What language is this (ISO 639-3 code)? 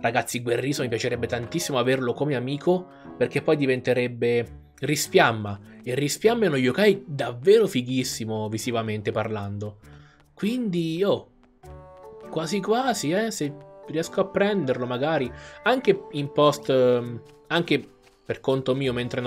ita